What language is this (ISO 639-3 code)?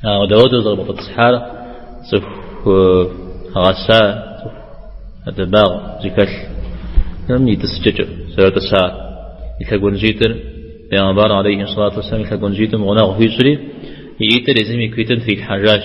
kbd